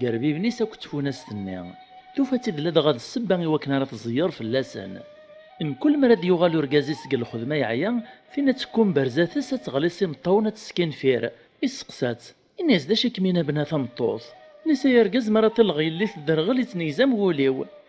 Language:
Kabyle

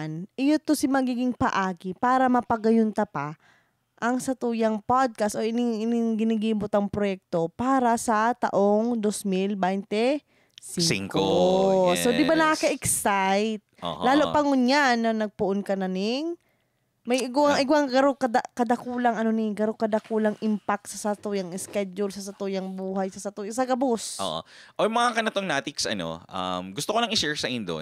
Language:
Bikol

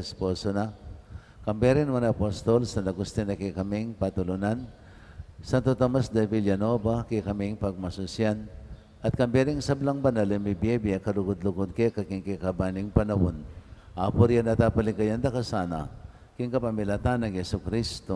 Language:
Pampanga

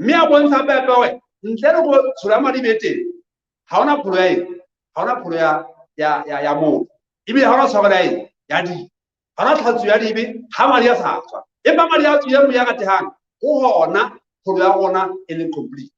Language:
Southern Sotho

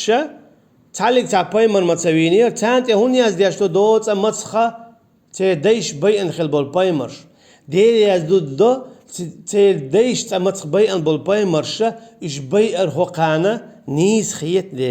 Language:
Chechen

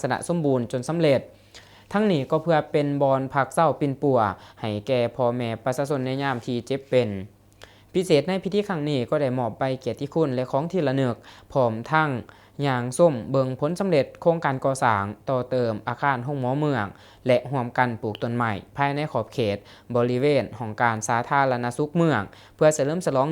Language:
Lao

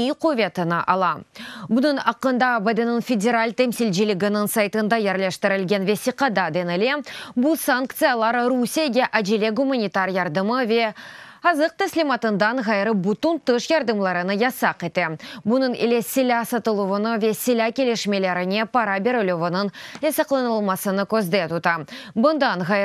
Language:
Crimean Tatar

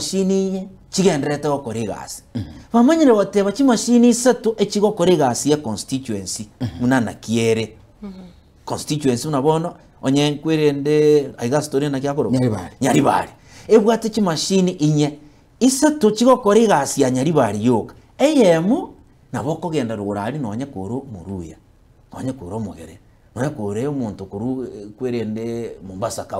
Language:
Gusii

